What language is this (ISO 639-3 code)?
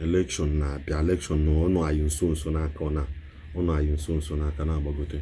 ibo